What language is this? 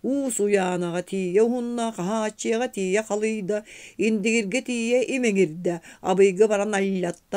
Yakut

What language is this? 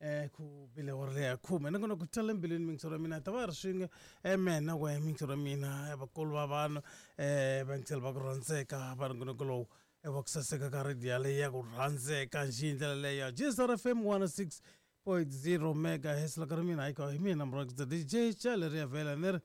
Tsonga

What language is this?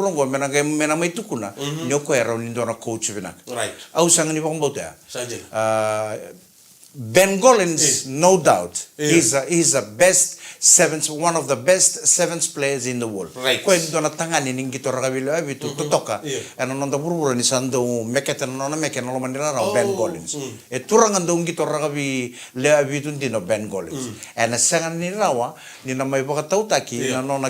Fijian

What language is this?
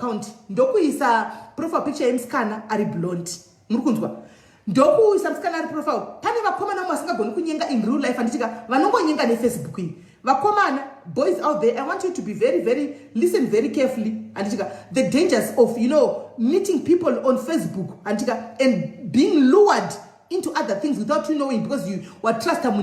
Shona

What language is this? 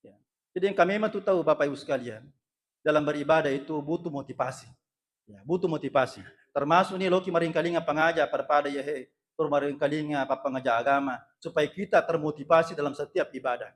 Buginese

